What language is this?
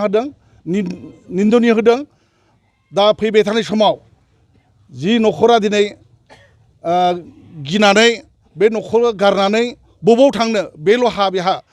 Bodo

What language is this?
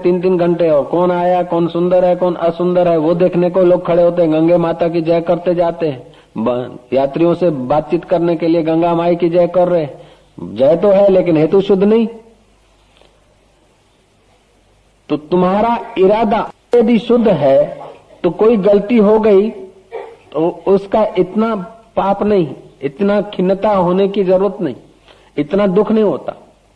Hindi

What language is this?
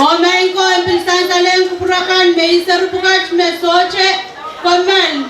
Pohnpeian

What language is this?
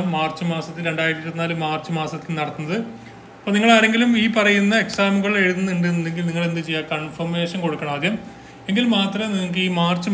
Malayalam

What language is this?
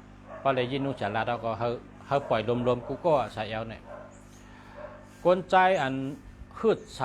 Shan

